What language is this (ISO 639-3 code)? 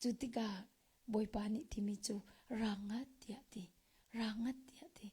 cnh